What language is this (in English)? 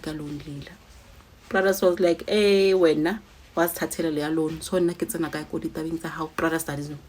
Zulu